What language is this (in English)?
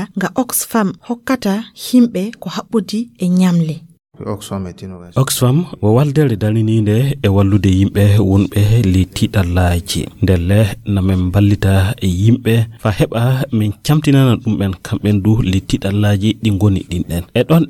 Nigerian Fulfulde